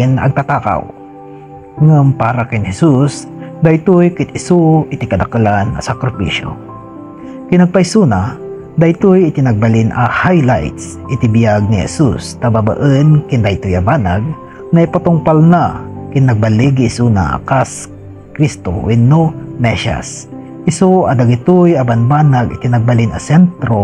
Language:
Iloko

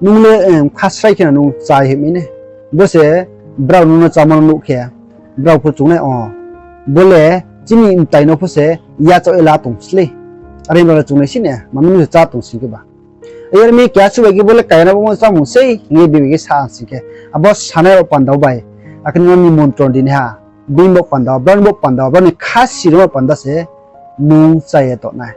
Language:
Riang (India)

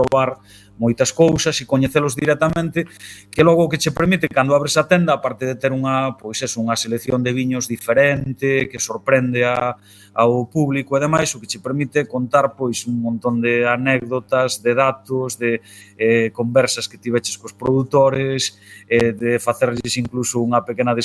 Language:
Galician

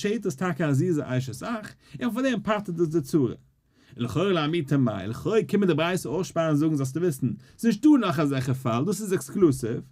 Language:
Yiddish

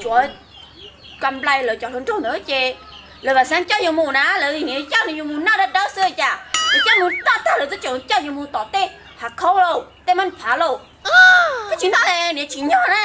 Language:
Hmong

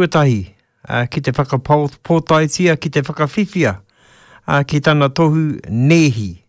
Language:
Māori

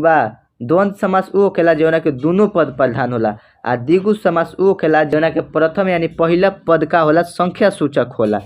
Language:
Bhojpuri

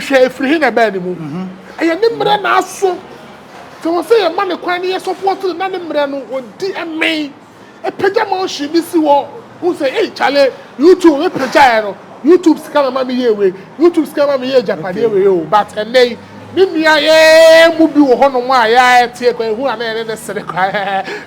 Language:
Akan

